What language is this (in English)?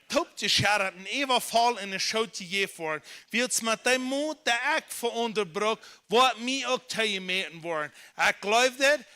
Plautdietsch